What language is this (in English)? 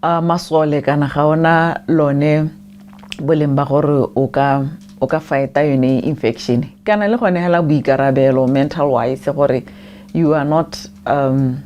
Tswana